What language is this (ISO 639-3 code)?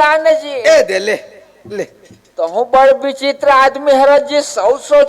hne